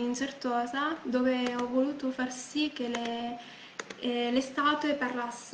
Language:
Italian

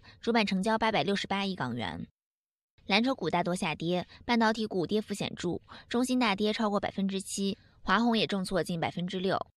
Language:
Chinese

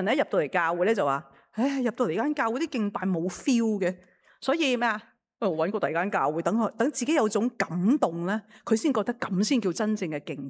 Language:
Cantonese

